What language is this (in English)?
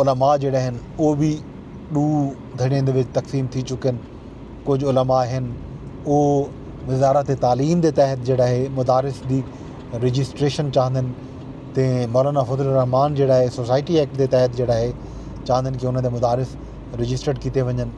Saraiki